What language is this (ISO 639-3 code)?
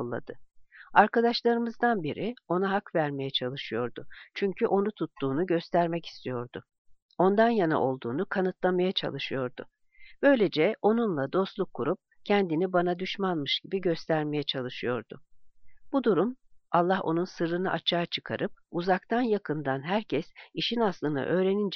tur